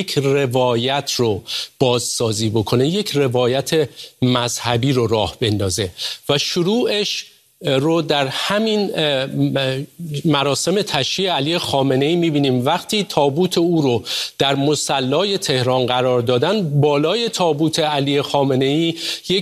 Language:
Persian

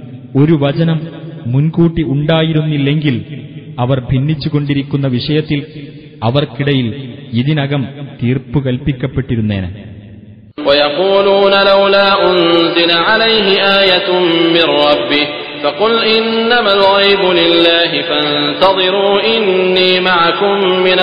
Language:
Malayalam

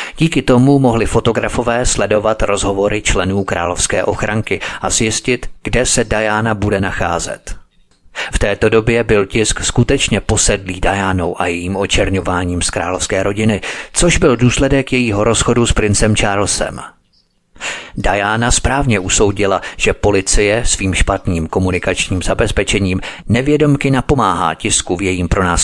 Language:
Czech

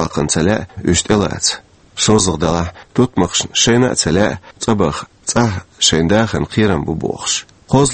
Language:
Chechen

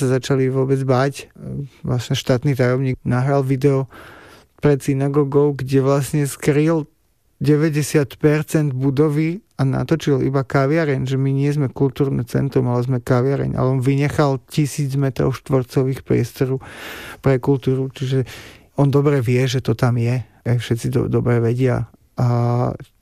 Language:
Slovak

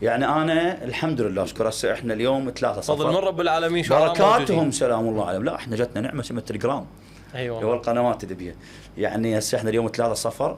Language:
Mesopotamian Arabic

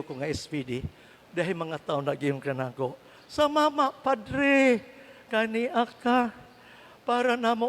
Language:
Cebuano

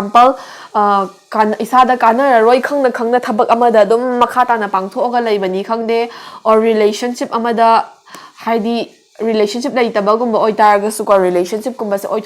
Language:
Manipuri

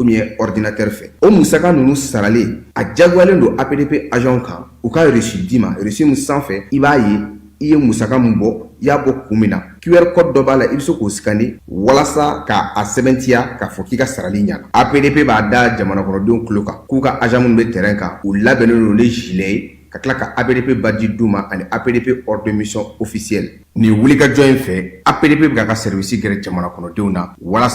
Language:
Bambara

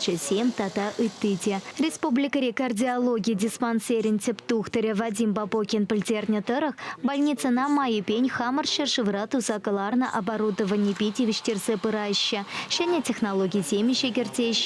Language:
Chuvash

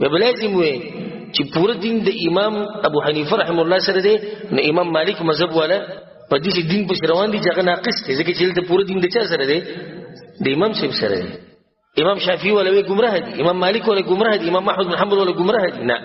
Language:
Pashto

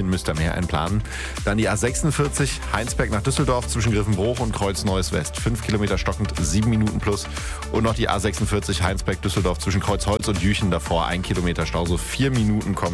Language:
German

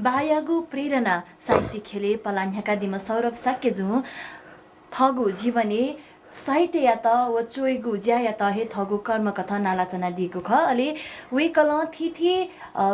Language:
Newari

